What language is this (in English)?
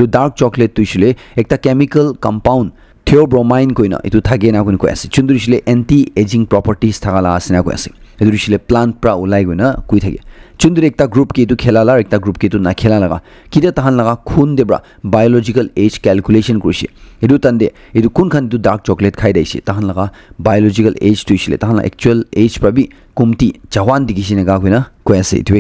Naga Pidgin